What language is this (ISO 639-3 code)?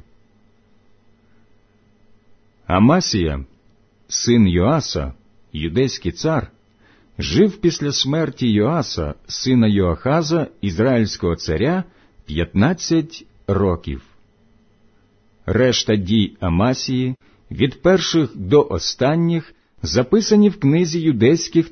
ukr